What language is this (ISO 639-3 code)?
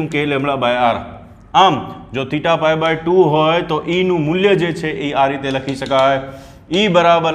guj